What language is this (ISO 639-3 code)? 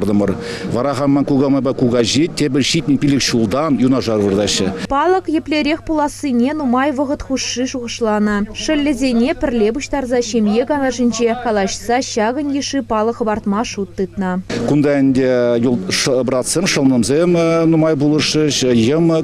chv